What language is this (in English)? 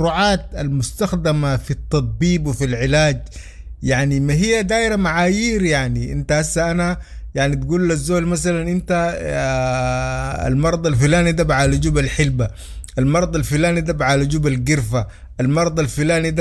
Sudanese Arabic